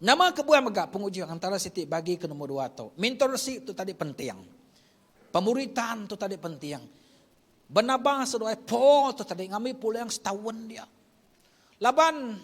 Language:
Iban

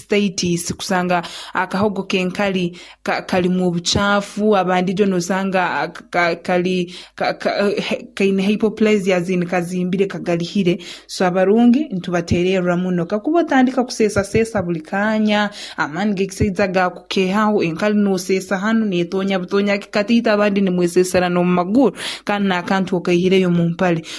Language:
Nyoro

